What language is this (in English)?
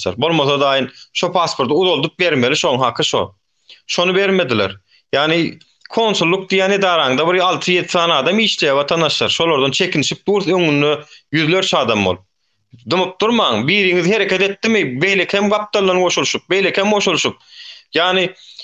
Turkmen